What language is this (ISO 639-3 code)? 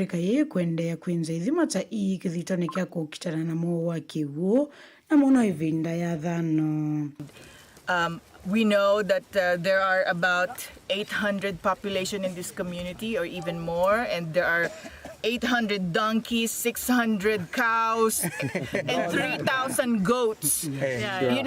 kam